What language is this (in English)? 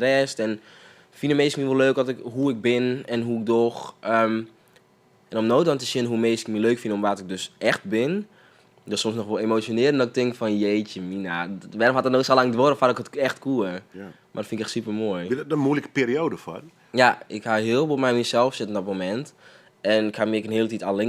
Western Frisian